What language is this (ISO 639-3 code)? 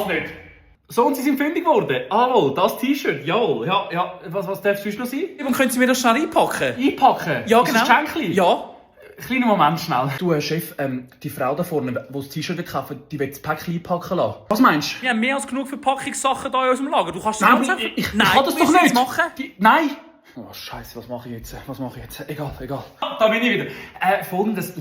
gsw